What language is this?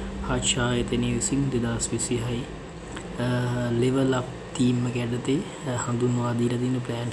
Sinhala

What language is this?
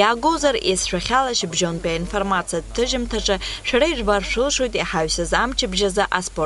Abkhazian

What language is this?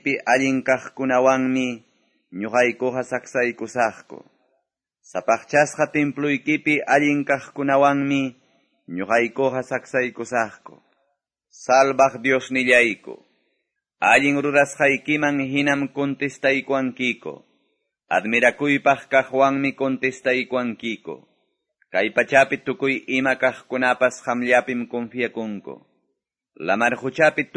Quechua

